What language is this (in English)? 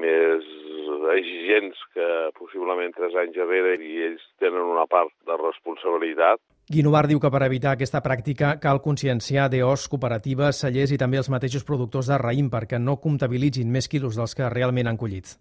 Catalan